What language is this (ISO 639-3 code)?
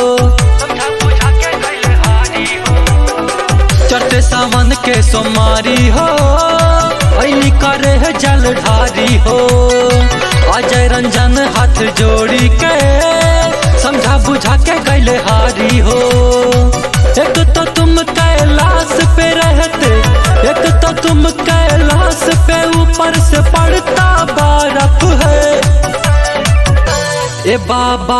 bho